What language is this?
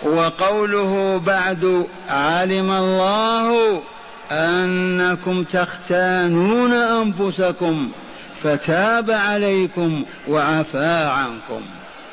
Arabic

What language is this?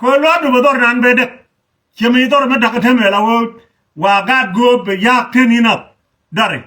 Nuer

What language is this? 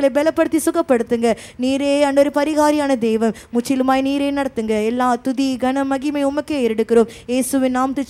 Tamil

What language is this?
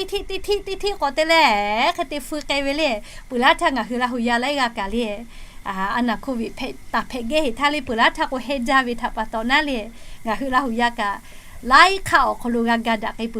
Lahu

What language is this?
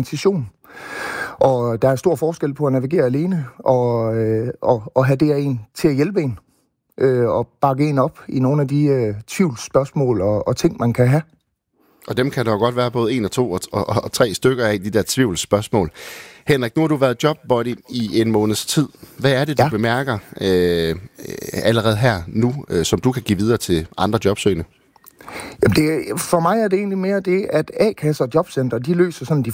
Danish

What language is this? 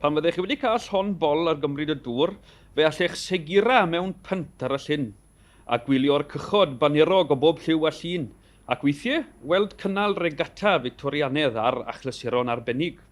Welsh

